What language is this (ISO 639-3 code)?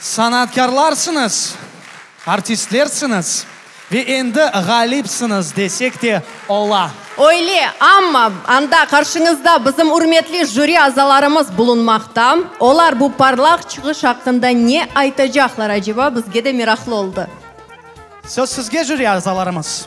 crh